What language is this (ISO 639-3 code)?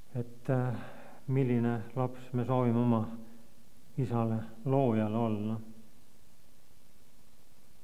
est